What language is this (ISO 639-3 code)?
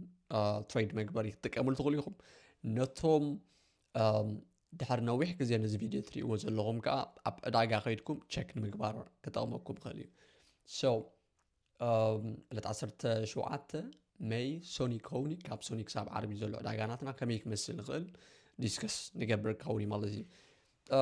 tir